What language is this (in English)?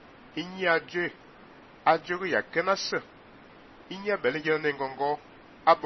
Fang